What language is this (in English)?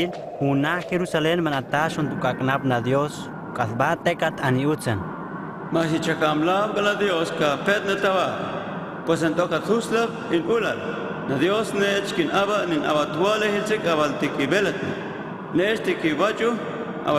Huastec